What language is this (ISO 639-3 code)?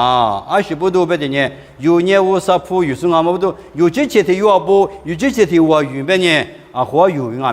lis